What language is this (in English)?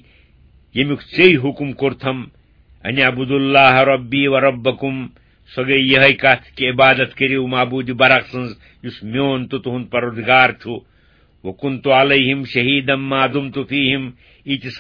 Kashmiri